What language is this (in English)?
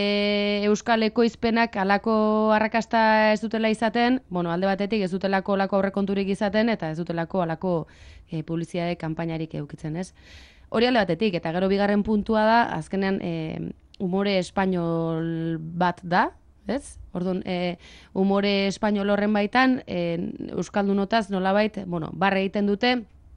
Basque